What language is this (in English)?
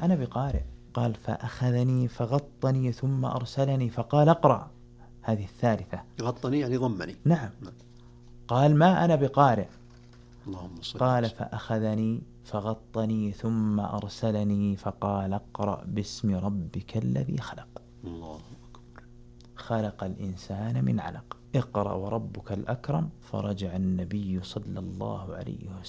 Arabic